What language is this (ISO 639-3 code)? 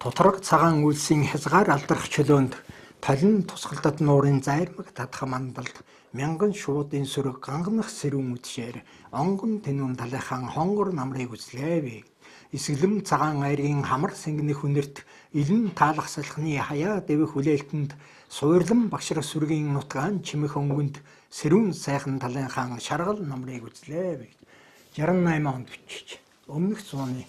mon